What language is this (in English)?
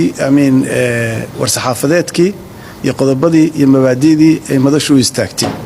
Somali